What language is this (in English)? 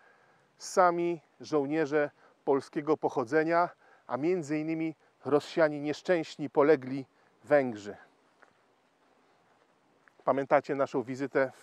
Polish